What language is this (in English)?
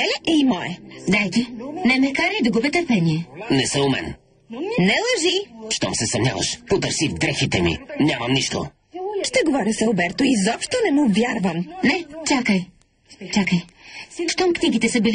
Bulgarian